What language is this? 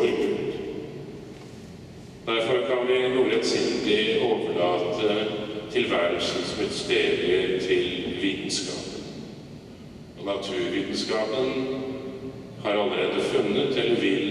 Norwegian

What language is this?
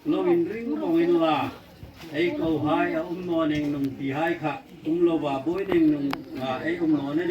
Hmar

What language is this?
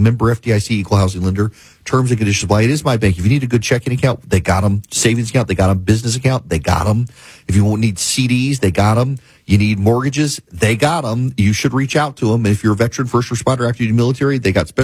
English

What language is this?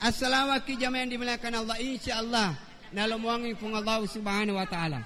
Buginese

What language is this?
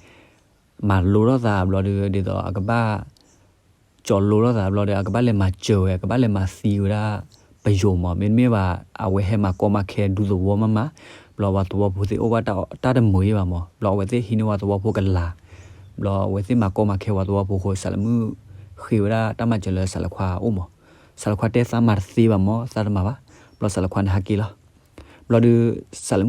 S'gaw Karen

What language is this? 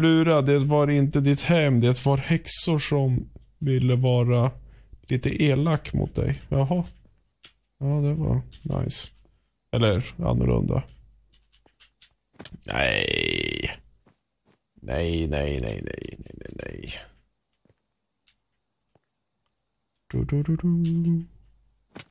Swedish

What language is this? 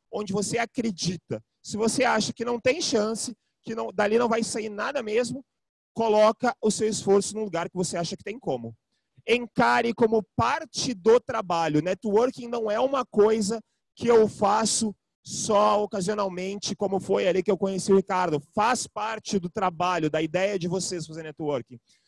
Portuguese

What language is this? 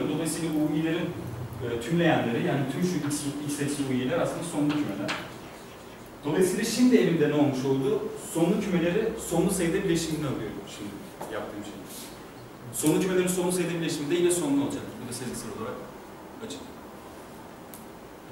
Turkish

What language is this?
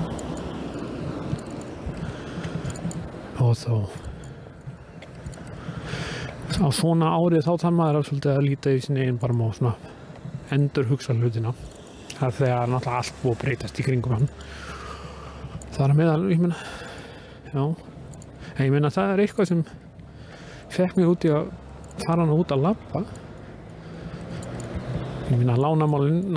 Icelandic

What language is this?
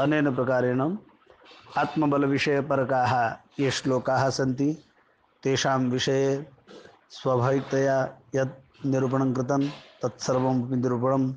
Sanskrit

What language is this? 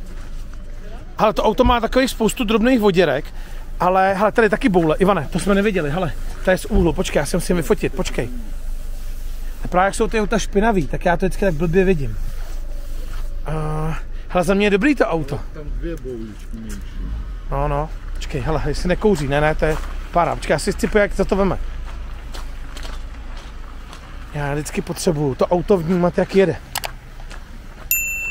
Czech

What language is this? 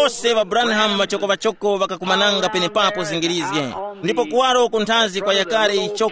Tumbuka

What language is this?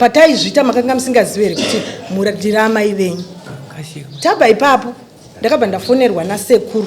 Shona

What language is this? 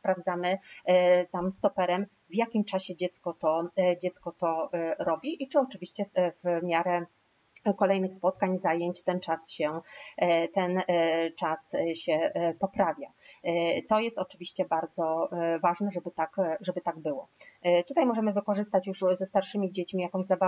Polish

